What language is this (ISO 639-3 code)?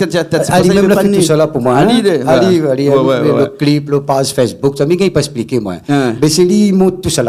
rcf